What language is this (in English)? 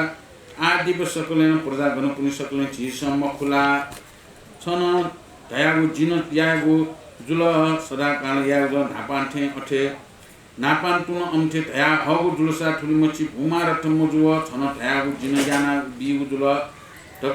Newari